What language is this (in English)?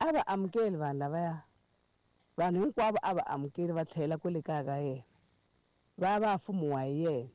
Tsonga